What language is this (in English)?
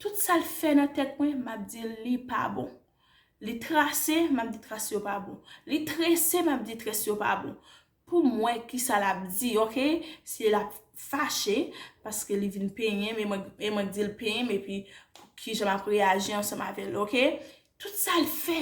Haitian Creole